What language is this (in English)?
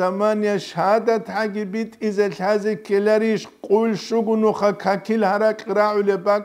Avaric